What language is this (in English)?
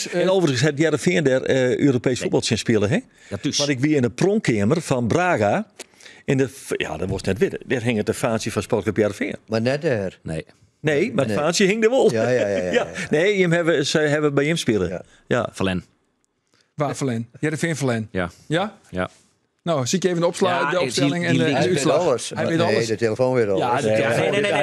Western Frisian